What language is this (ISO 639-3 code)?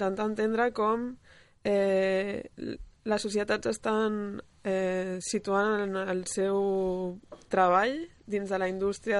cat